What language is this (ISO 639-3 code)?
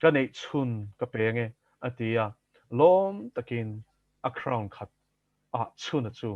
lus